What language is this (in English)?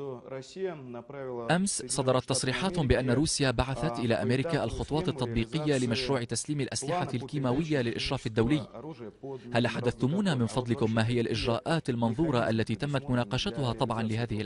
Arabic